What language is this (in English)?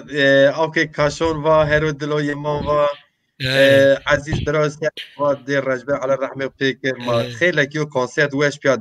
Zaza